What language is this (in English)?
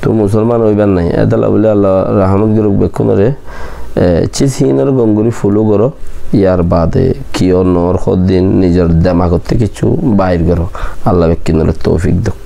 Rohingya